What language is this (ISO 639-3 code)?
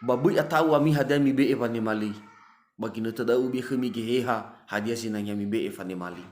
nia